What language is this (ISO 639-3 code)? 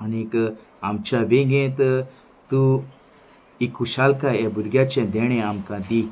kok